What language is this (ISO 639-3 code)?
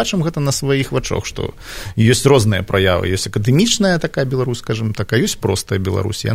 bel